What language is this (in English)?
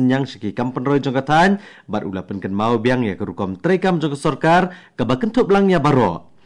Khasi